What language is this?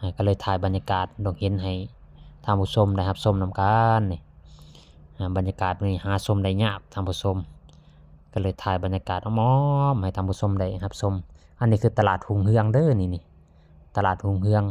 Lao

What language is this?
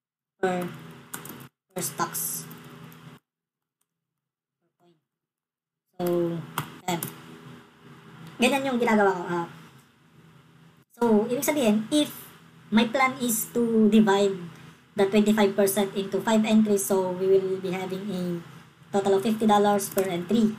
Filipino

